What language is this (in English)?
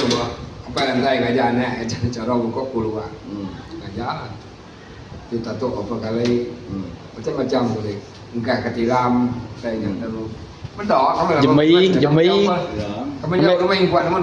Iban